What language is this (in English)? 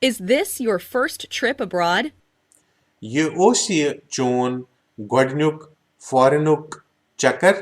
Kashmiri